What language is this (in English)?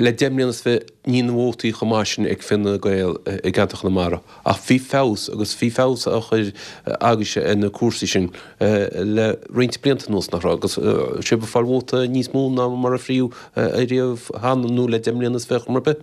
Irish